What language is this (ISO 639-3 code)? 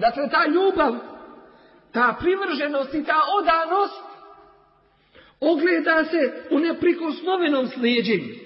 bos